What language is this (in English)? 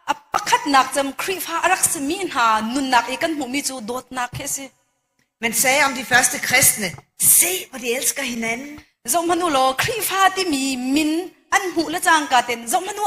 Hakha Chin